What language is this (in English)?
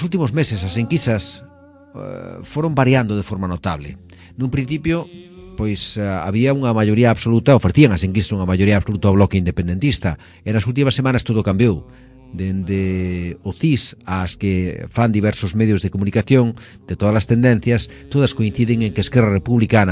Galician